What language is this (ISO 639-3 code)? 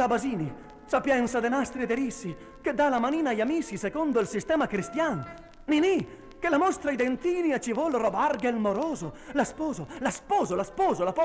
vec